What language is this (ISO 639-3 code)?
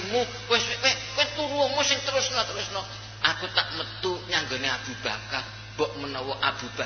jav